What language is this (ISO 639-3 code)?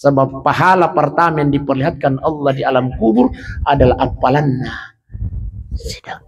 bug